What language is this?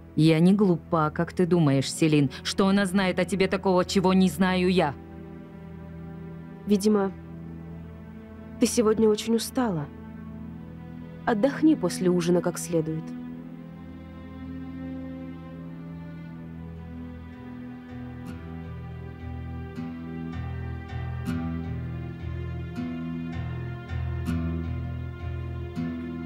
Russian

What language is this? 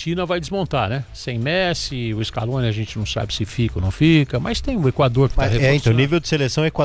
Portuguese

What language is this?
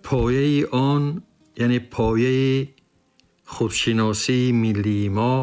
Tajik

